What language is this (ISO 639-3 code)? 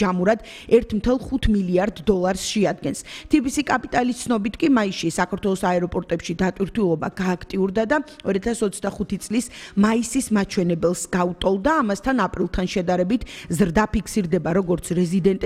kat